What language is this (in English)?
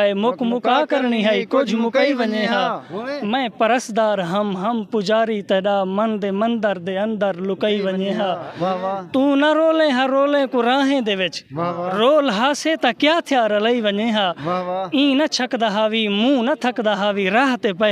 Saraiki